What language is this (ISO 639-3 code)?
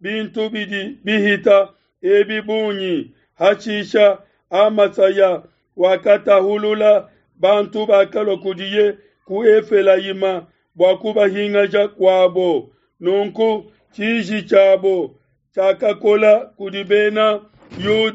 lua